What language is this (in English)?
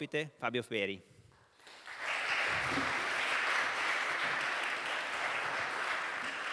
Italian